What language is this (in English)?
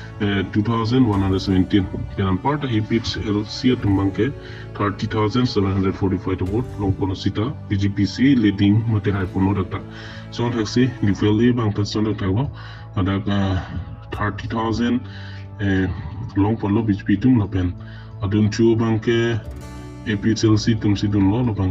Karbi